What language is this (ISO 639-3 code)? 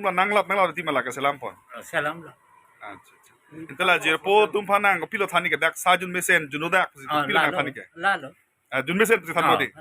mjw